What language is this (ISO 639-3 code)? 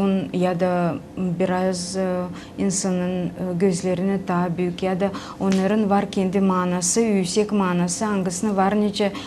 gag